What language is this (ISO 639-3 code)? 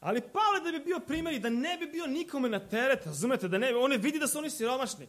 srp